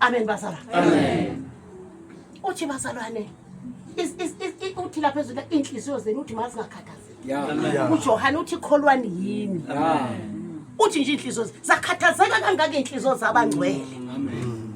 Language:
Zulu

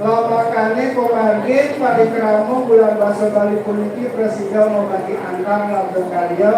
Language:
Balinese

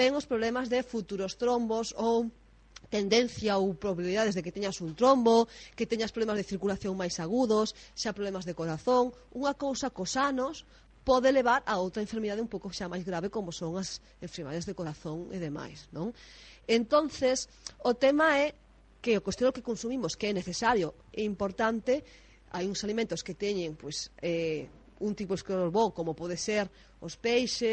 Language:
Galician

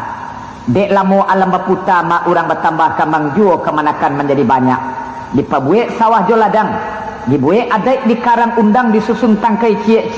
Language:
Minangkabau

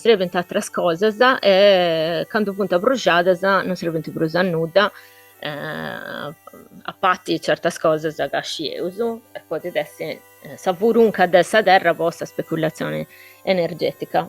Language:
Sardinian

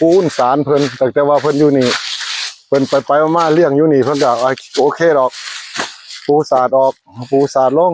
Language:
Northeastern Thai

